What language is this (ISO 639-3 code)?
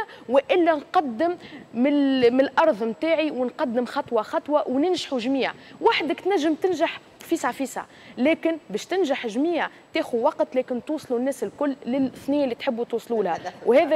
aeb